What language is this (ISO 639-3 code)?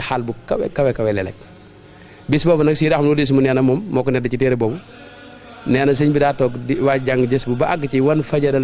wol